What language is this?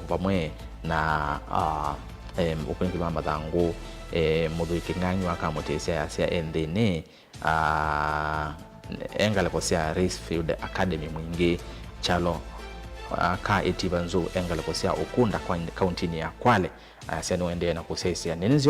Kamba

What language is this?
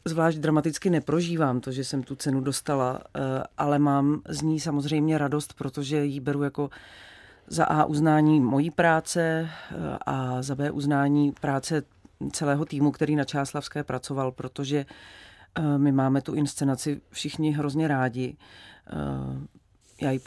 Czech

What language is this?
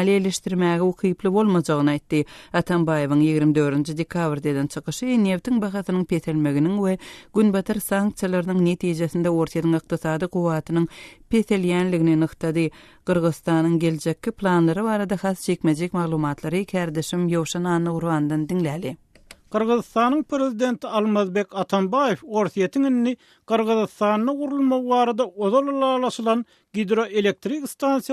Turkmen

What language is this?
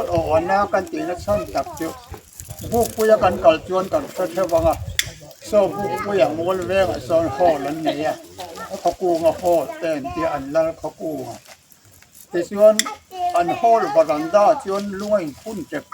Mizo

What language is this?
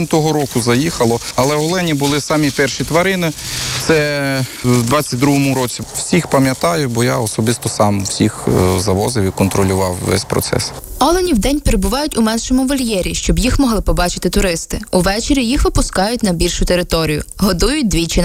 Ukrainian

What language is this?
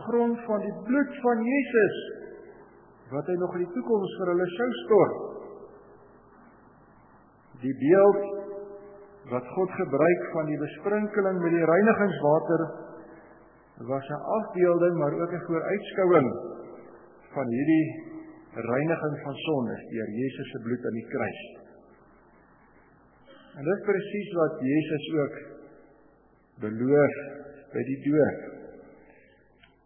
Afrikaans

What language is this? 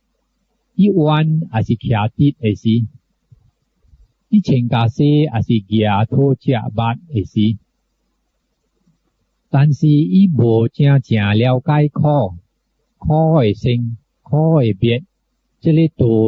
Min Nan Chinese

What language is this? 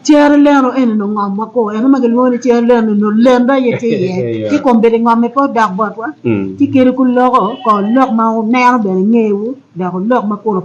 Acoli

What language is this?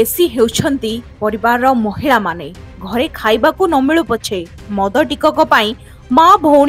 Odia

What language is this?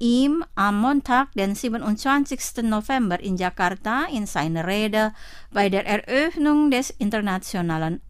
German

